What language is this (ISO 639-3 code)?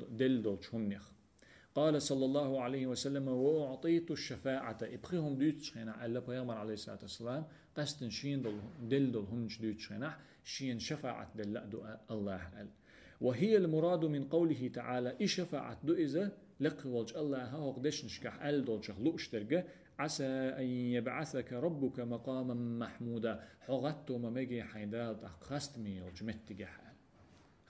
che